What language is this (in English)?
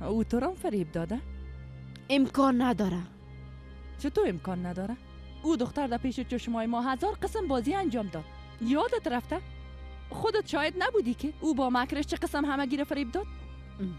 Persian